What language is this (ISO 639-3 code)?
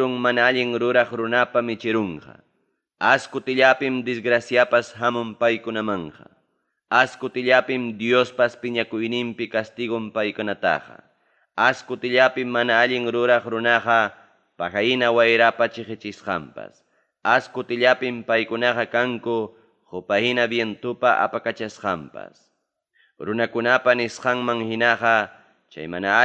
quy